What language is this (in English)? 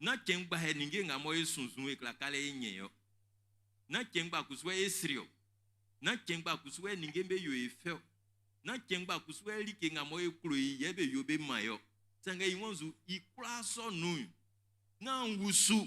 Baoulé